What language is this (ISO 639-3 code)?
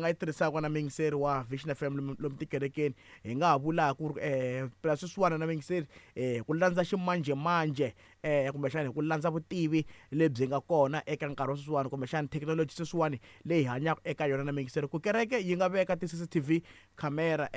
tso